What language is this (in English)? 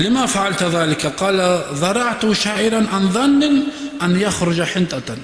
Kumyk